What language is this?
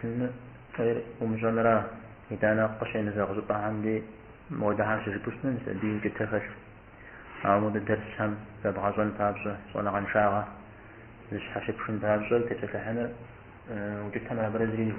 Kabardian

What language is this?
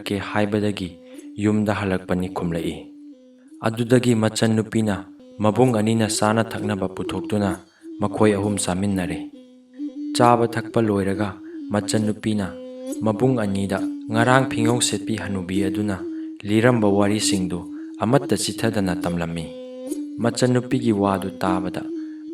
Manipuri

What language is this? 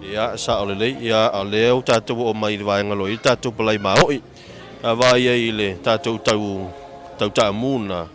Samoan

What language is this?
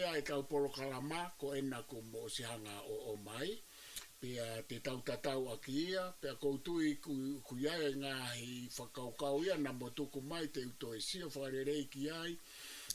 Tongan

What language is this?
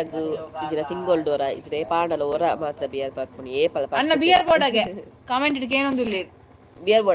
Tulu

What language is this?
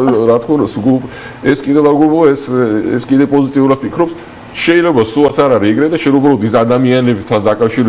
Georgian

